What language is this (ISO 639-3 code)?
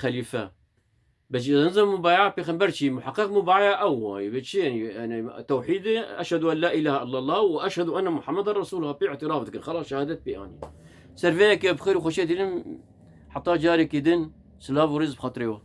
kur